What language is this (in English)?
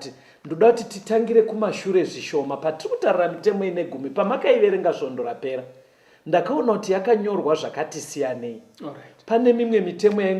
Shona